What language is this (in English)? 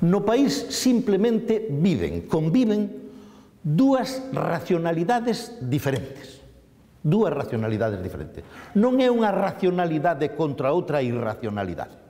Galician